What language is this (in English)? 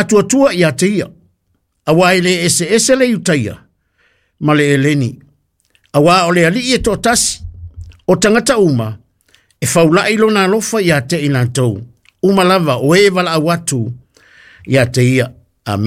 Samoan